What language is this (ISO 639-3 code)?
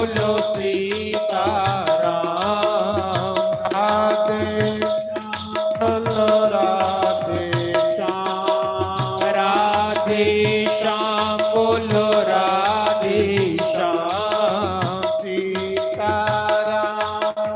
doi